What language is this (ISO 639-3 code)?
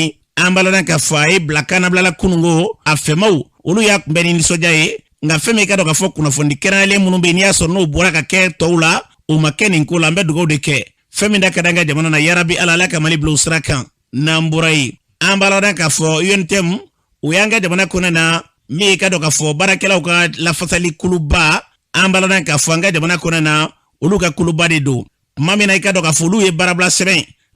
bam